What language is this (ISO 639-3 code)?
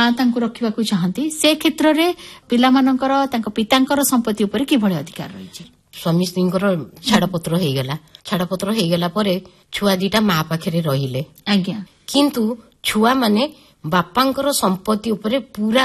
ori